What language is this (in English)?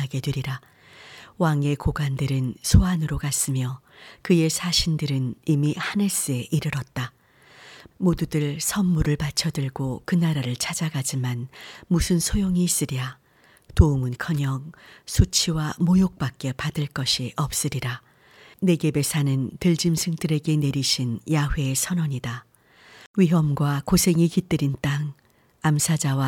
Korean